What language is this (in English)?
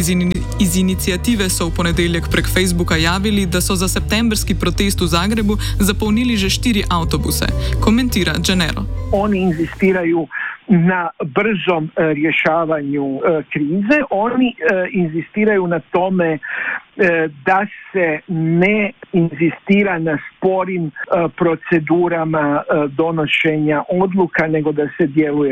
Croatian